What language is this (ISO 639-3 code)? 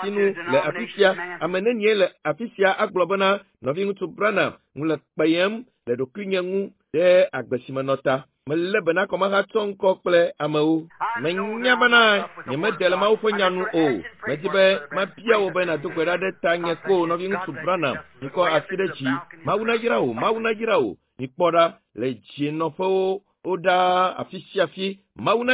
ewe